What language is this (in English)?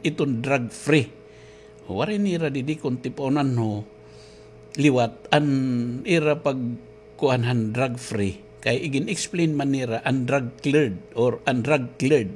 Waray